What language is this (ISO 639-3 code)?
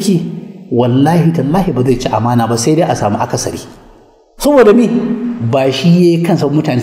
hau